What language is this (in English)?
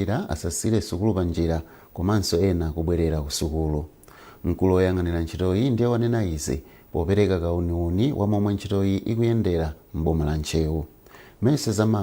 Nyanja